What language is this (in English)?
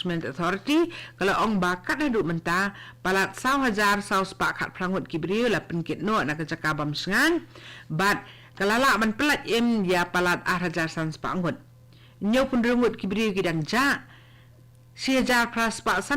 Khasi